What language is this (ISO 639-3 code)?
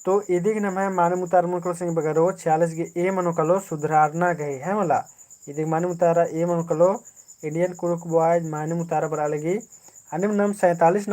kru